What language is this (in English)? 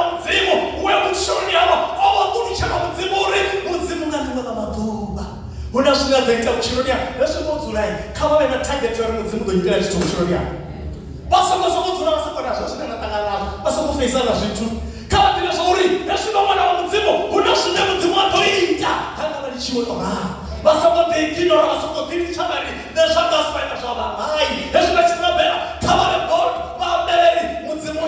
Venda